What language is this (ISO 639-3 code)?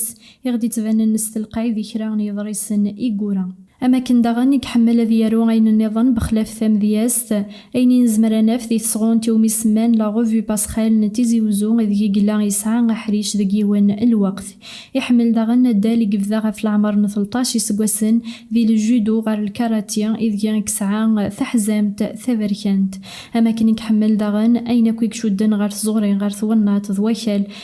kab